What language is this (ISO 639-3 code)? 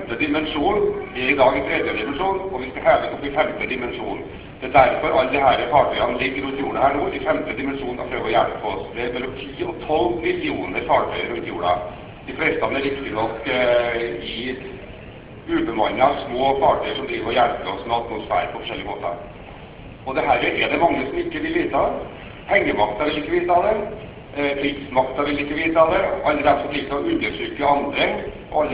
nor